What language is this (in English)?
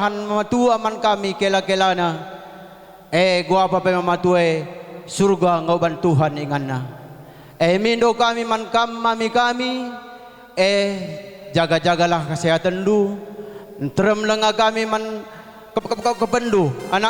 Batak Karo